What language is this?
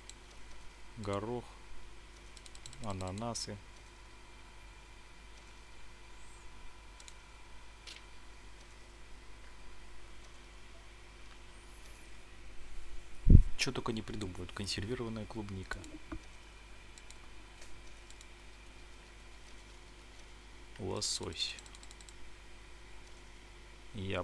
Russian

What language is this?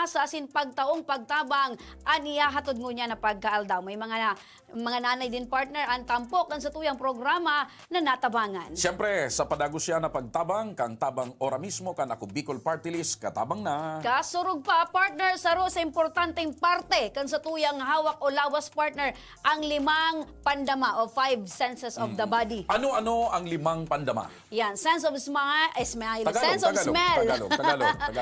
Bikol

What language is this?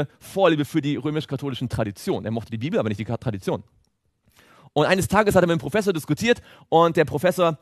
German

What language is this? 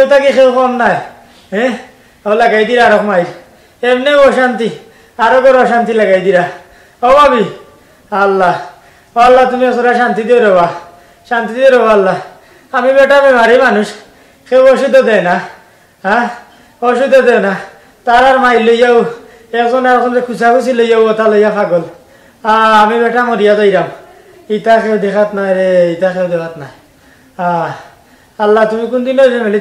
Sylheti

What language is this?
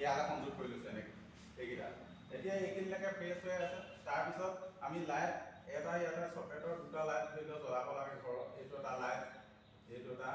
Assamese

